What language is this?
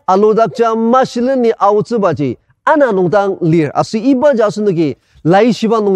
Ao Naga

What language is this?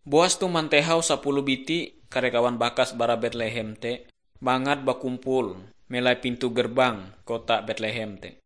Ngaju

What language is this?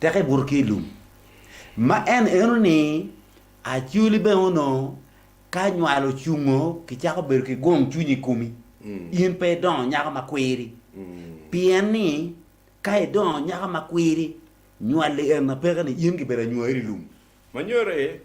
Acoli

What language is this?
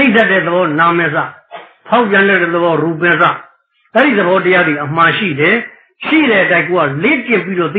Burmese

